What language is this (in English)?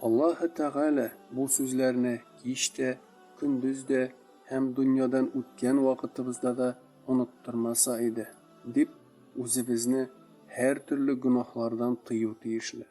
Tatar